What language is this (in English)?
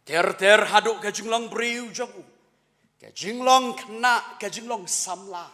Khasi